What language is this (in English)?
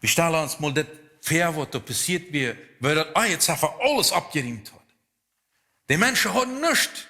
Plautdietsch